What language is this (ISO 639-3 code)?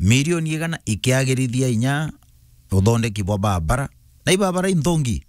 mer